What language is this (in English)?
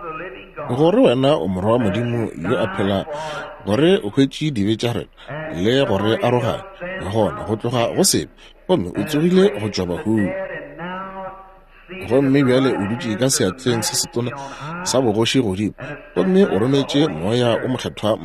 Northern Sotho